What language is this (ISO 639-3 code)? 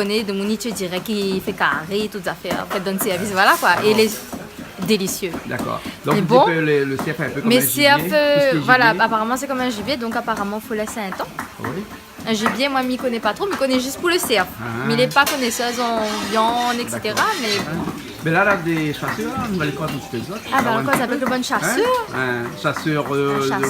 rcf